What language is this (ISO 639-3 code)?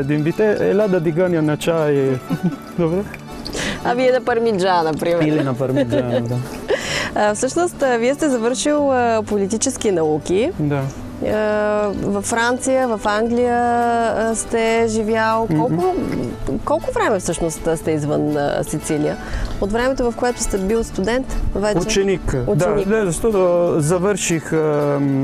bul